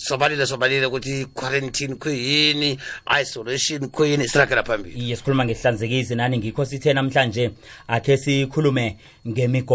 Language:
South Ndebele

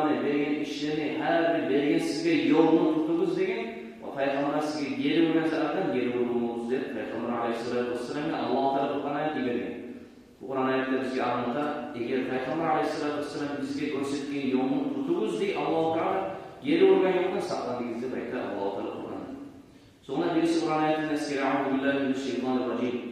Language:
Kumyk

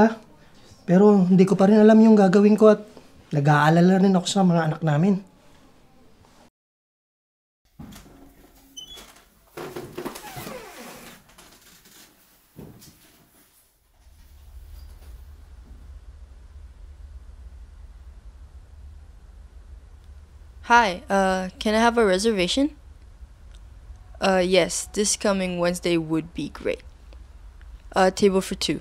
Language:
Filipino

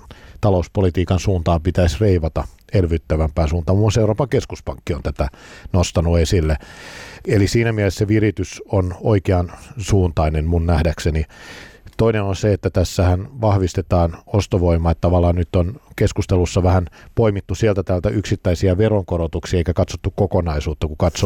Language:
Finnish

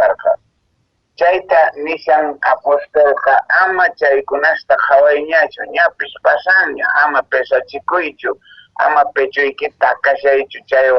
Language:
Quechua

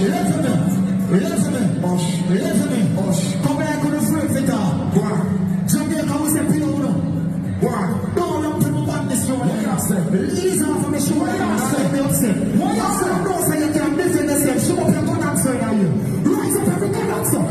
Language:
Jamaican Creole English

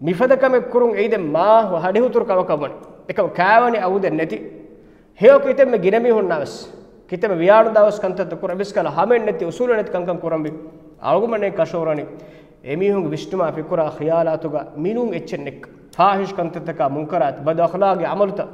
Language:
Divehi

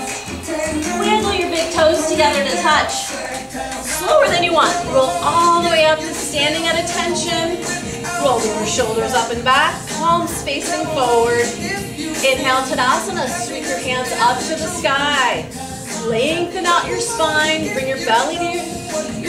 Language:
English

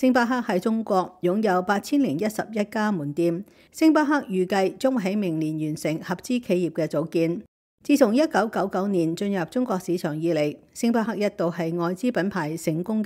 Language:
Cantonese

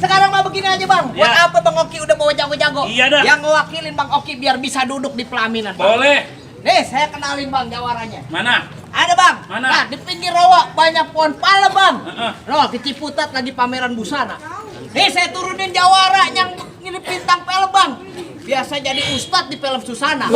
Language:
Betawi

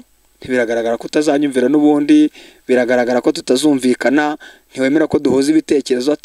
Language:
Kinyarwanda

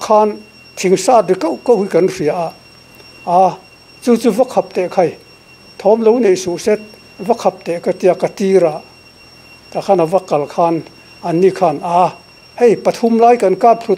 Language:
Mizo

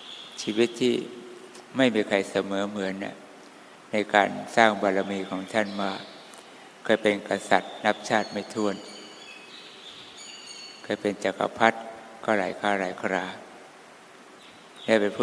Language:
Thai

